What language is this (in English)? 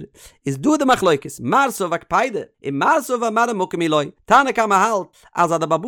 Yiddish